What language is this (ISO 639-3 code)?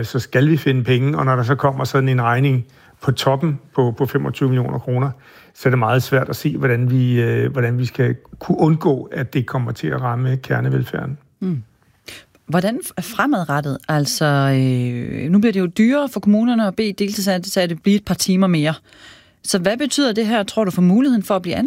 dan